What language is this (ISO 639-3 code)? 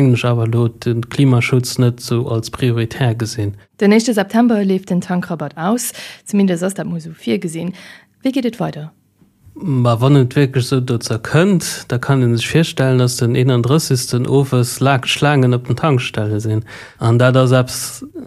ltz